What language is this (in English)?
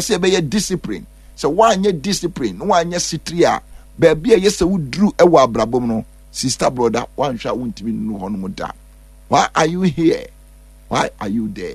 Akan